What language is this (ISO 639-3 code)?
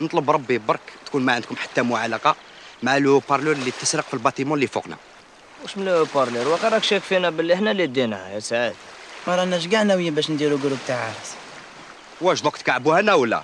arq